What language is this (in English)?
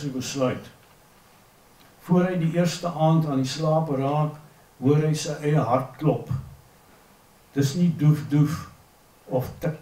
Afrikaans